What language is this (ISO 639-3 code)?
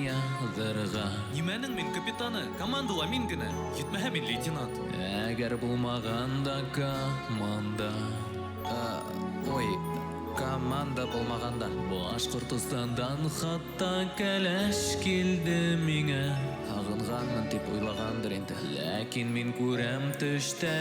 bak